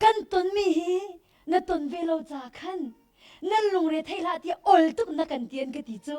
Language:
Hakha Chin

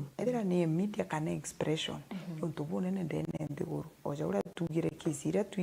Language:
Meru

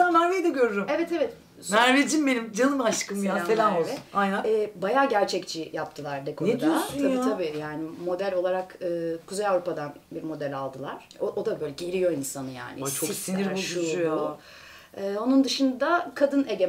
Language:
Turkish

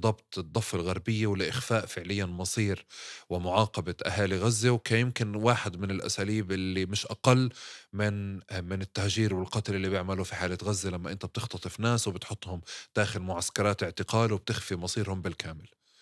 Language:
North Levantine Arabic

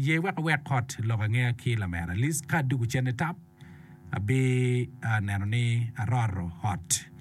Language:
Acoli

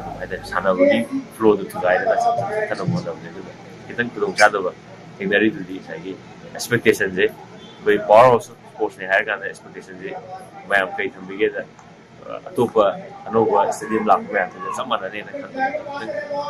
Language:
Manipuri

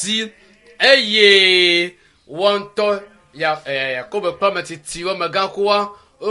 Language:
Ewe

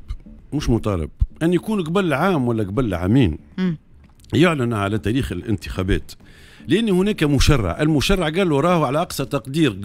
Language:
Tunisian Arabic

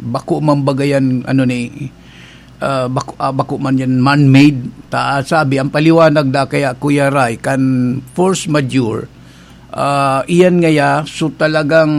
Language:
Bikol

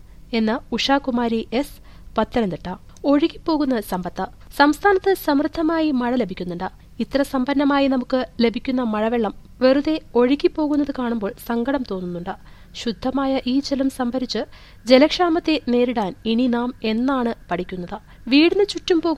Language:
Malayalam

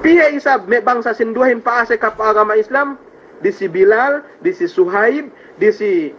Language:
Yakan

